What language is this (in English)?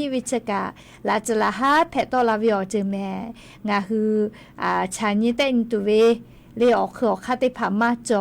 Lahu